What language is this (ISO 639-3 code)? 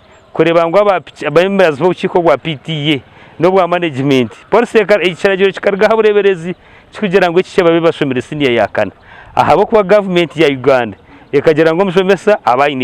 nyn